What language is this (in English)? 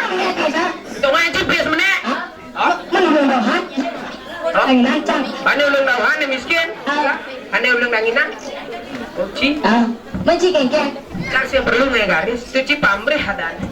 Balinese